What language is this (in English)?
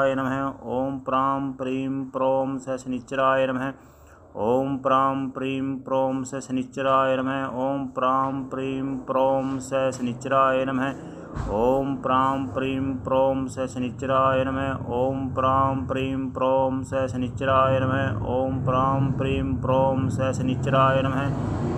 Sanskrit